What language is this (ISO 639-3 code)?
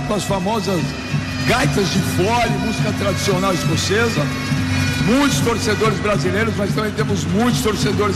por